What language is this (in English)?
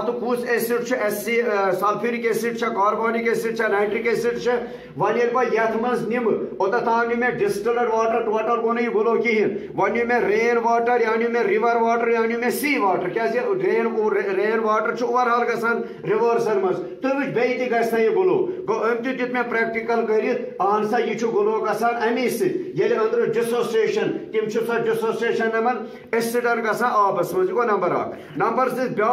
Kashmiri